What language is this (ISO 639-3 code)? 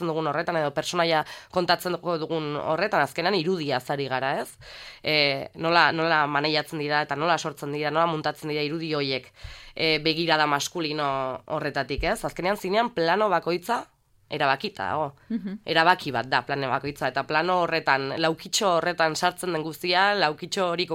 eus